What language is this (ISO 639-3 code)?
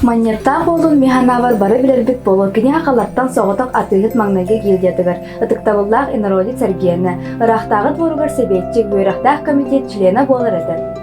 sah